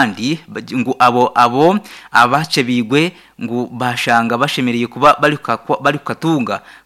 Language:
Nyankole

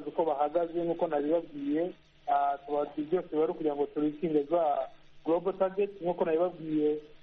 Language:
Kinyarwanda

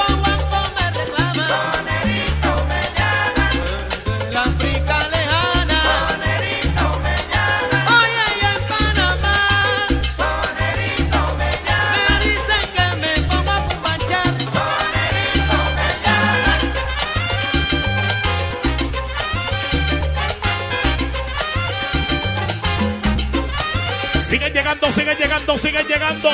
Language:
Spanish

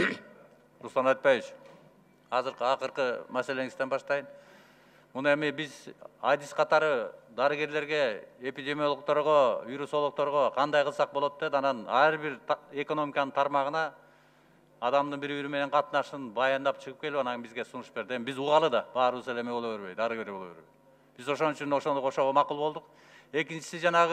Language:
Kyrgyz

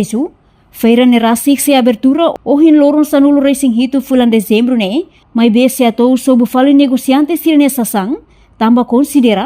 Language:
Tetum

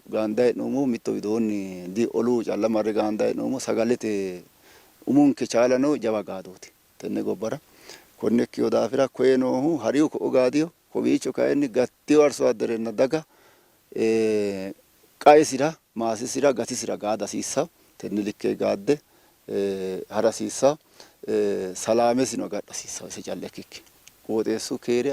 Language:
Sidamo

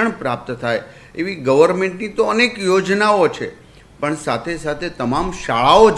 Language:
Gujarati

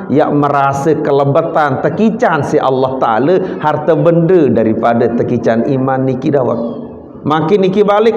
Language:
Sasak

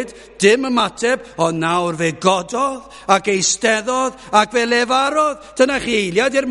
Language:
Welsh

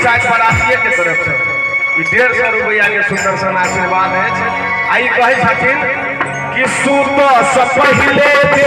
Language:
Maithili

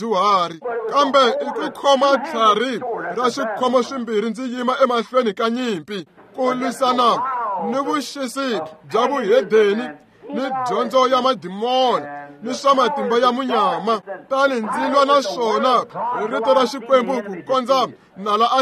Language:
Tsonga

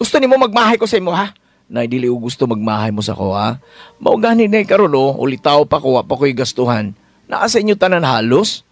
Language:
Cebuano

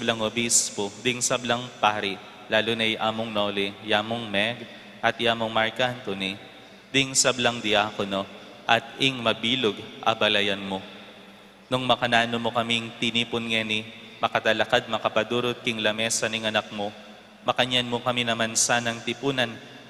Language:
Pampanga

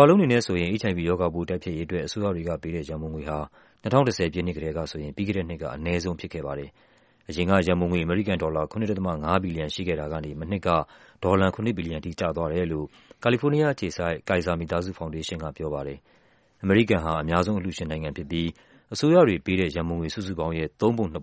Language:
Burmese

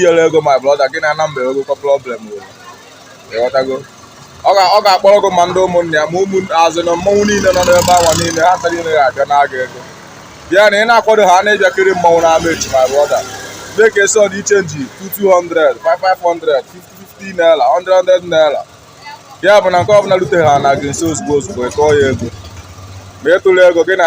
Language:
Igbo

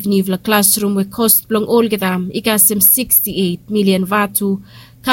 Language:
Bislama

